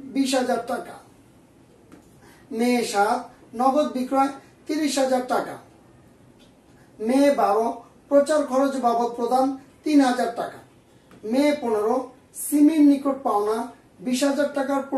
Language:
Bangla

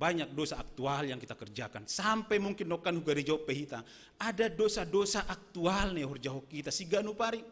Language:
Batak Simalungun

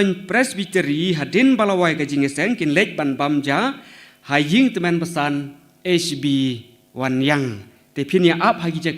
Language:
Khasi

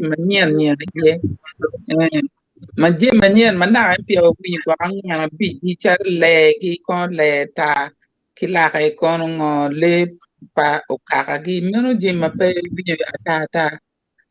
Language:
Acoli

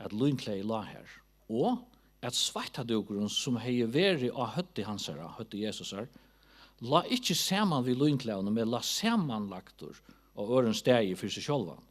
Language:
Faroese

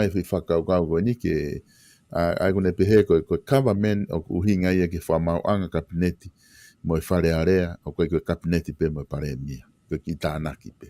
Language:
Tongan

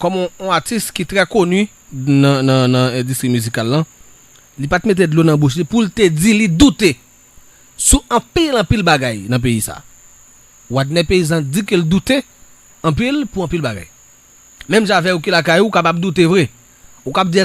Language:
Haitian Creole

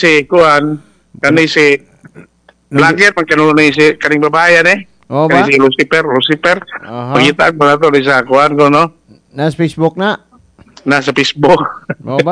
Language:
Cebuano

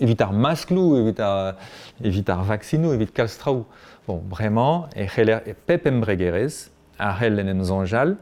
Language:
Breton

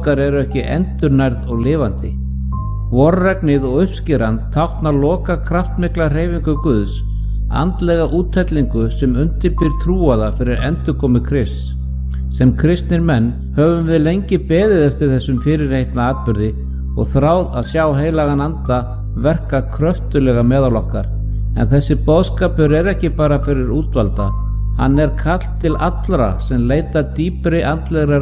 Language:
Icelandic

